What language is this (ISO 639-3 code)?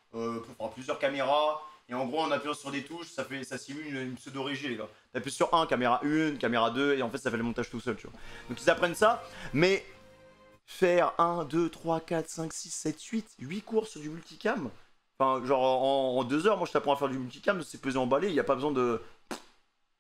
fra